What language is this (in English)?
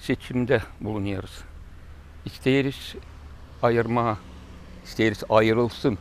Gagauz